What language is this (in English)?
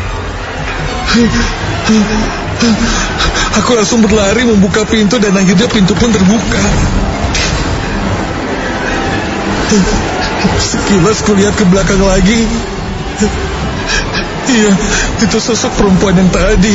Indonesian